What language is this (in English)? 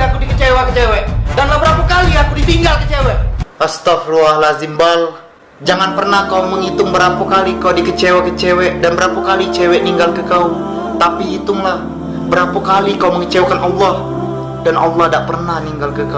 Musi